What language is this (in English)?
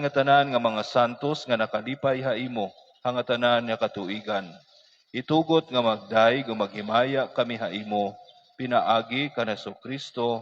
Waray